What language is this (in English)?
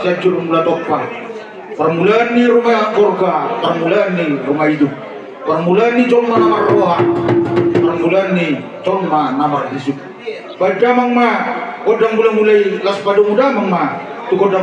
Batak Toba